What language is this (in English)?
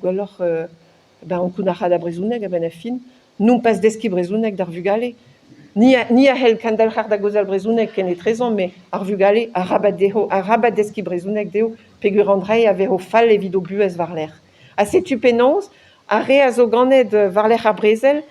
Breton